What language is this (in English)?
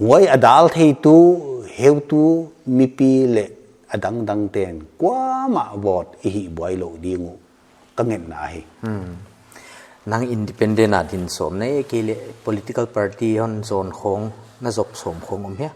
Paite Chin